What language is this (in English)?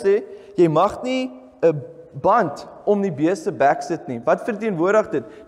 Afrikaans